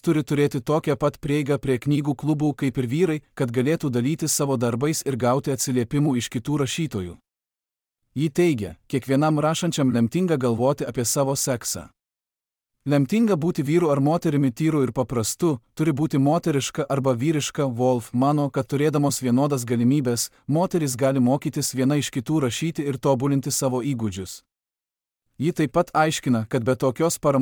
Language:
Lithuanian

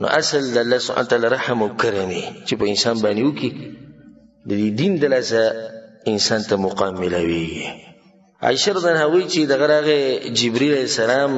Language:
Pashto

